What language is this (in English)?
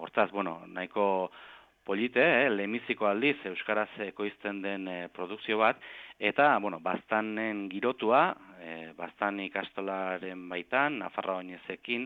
Basque